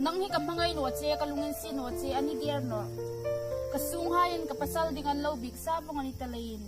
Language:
Hmar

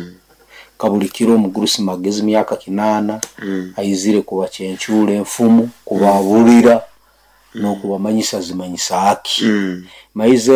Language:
Nyoro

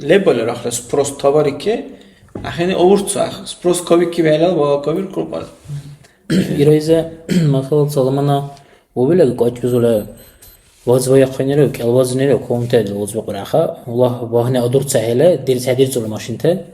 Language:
Dargwa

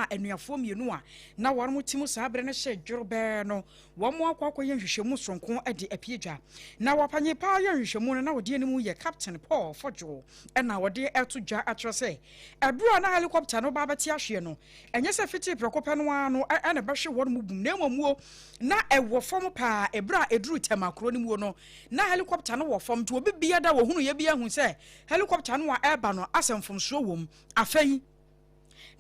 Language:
Akan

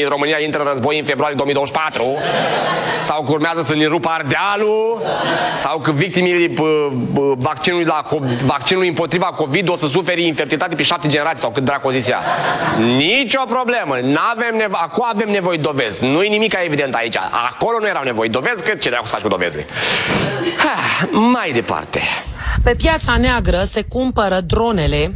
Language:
Romanian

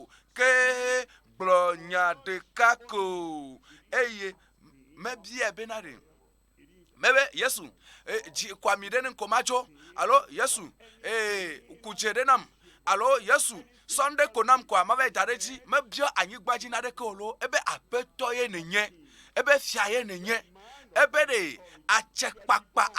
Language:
Ewe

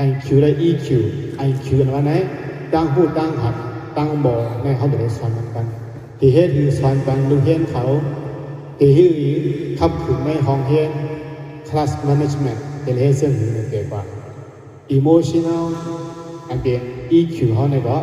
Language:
Shan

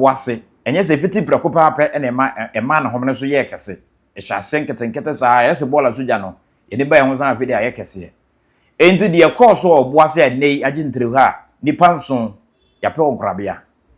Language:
Akan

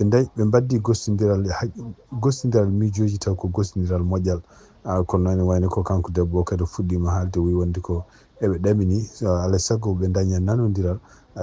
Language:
Fula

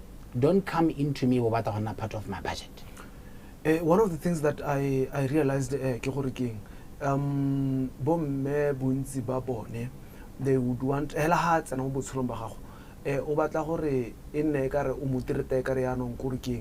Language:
Tswana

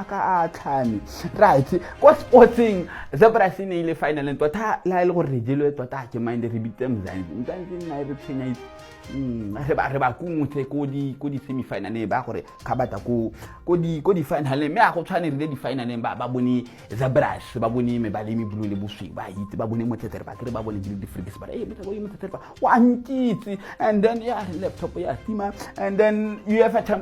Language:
Tswana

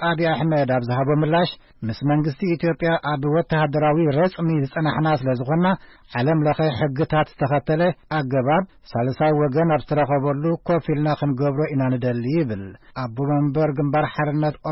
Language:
Tigrinya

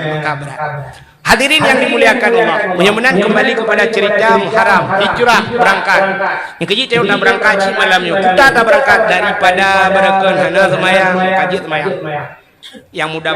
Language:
Achinese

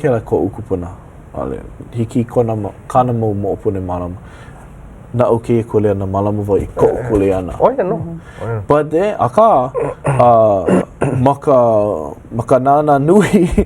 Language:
Hawaiian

